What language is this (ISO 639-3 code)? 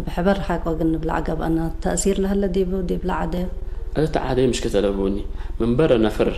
tig